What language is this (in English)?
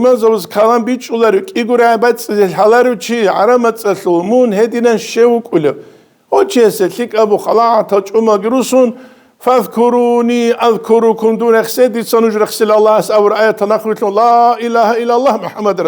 Avaric